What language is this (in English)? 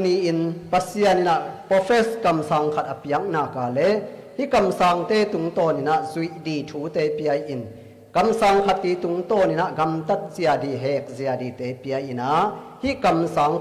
Tedim Chin